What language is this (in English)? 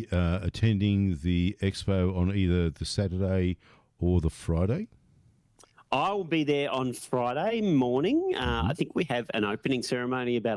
English